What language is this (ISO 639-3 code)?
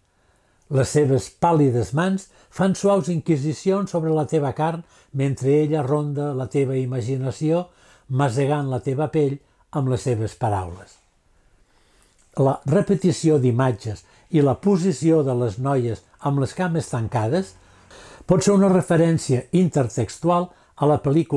cat